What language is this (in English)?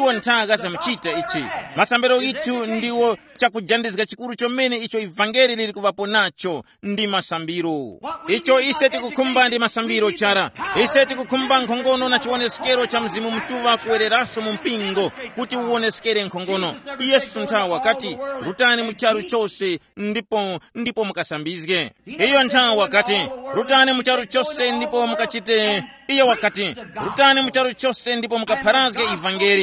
Tumbuka